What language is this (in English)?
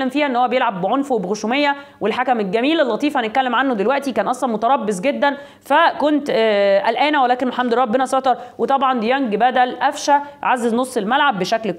Egyptian Arabic